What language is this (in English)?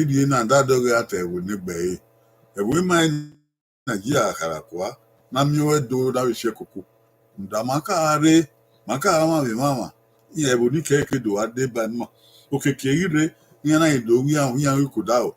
Bini